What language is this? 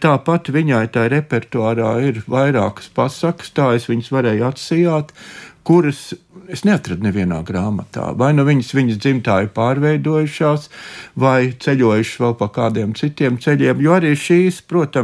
Latvian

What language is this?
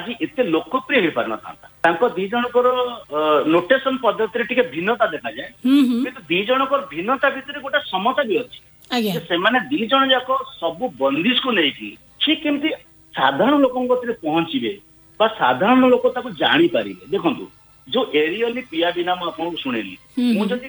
Odia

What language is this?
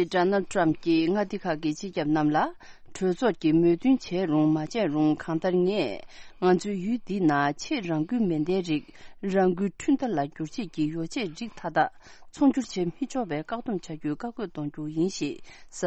Tibetan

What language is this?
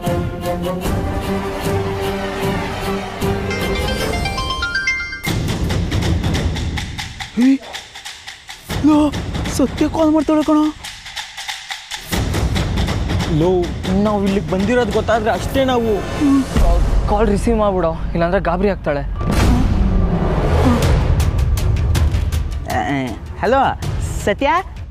Kannada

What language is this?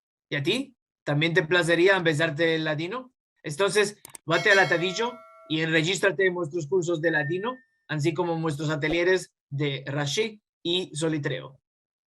Ladino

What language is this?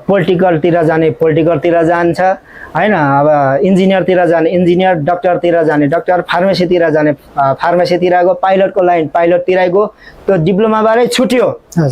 Nepali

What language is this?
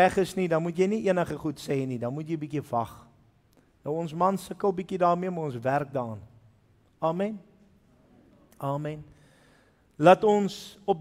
Afrikaans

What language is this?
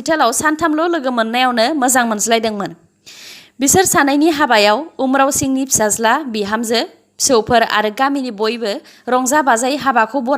Bodo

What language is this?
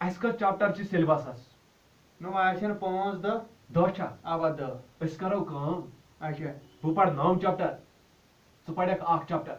Kashmiri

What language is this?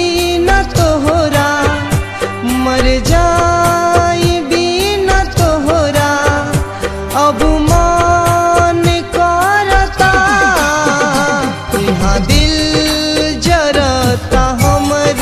Bhojpuri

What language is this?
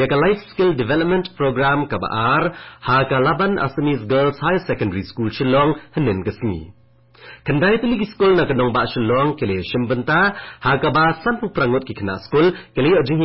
Khasi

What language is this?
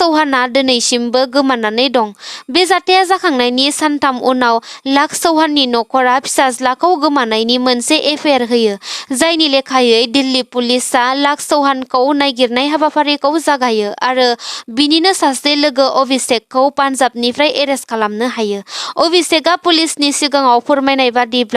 Bodo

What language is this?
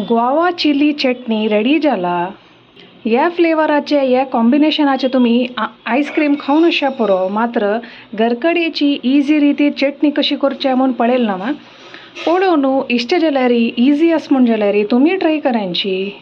Konkani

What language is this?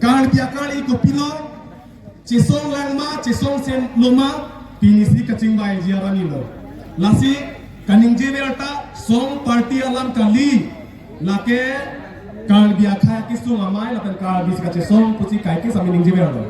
Karbi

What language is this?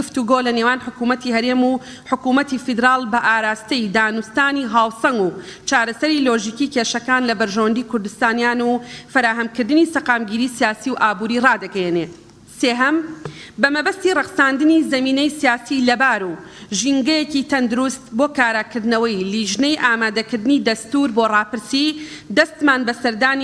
Central Kurdish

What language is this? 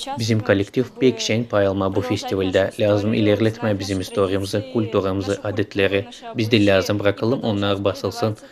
Gagauz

